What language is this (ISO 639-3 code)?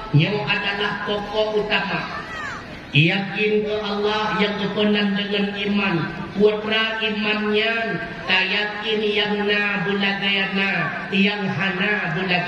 ace